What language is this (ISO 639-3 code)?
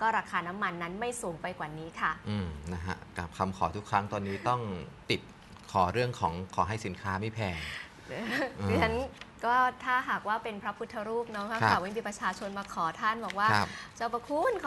tha